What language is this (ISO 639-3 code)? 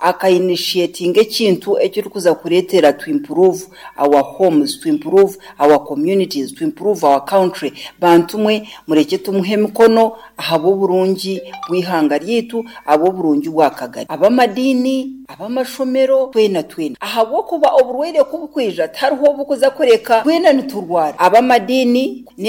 nyo